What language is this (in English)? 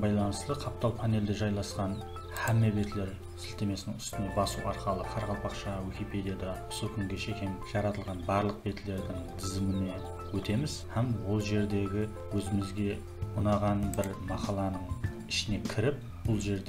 Kara-Kalpak